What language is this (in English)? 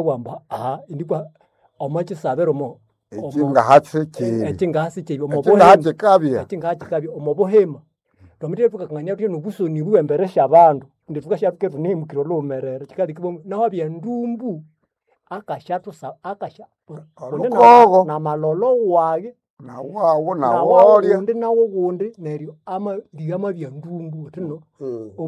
Nande